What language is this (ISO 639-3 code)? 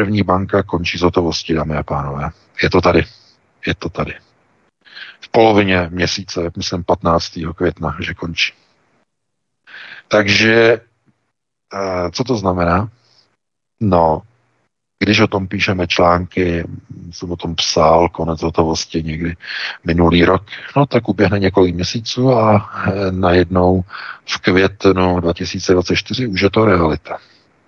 ces